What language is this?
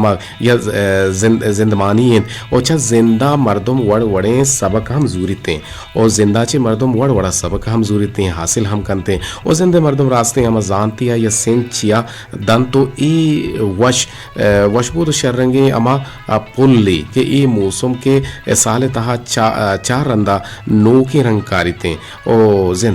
Eastern Balochi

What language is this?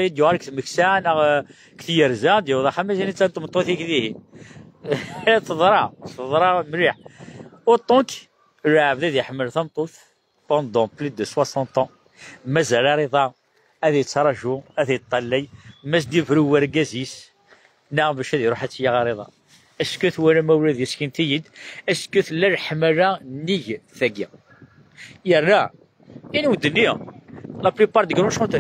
Kabyle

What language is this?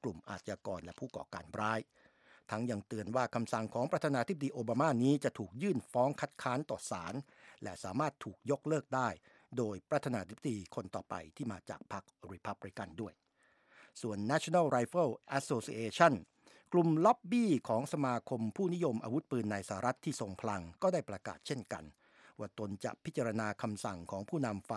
Thai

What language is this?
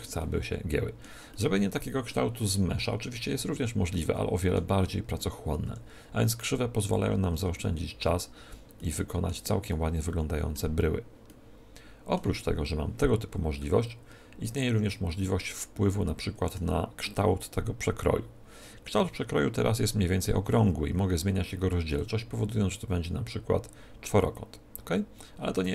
Polish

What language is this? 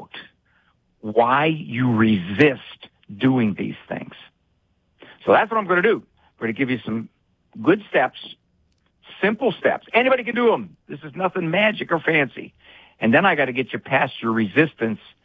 English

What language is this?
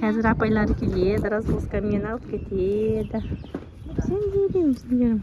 Kazakh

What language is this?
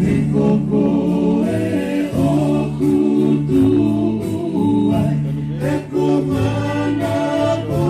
Tongan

